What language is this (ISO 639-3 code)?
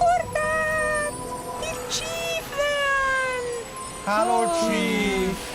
roh